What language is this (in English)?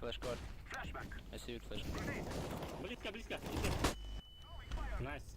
Yakut